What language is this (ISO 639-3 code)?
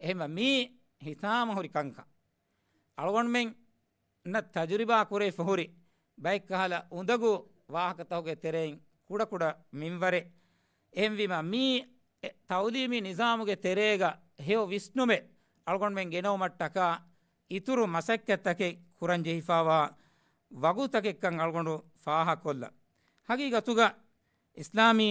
div